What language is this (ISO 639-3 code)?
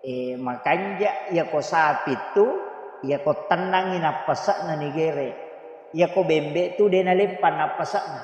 bug